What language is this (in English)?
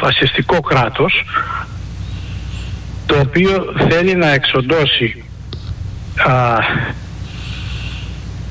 Greek